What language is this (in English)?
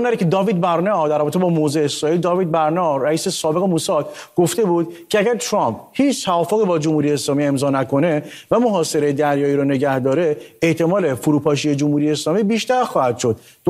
Persian